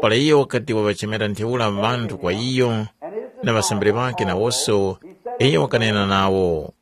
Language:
Tumbuka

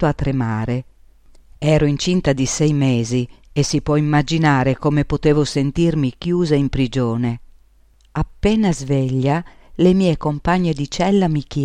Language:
Italian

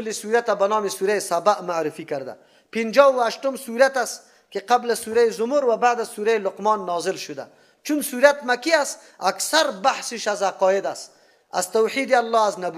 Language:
Persian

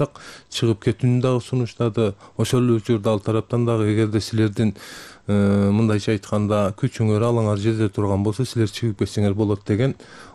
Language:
Kyrgyz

